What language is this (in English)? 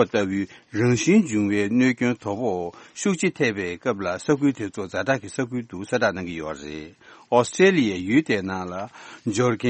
Tibetan